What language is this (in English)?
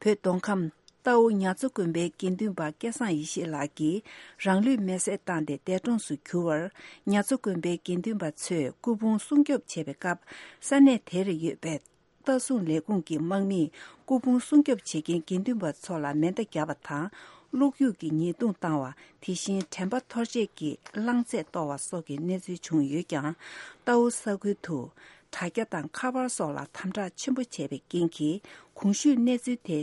Tibetan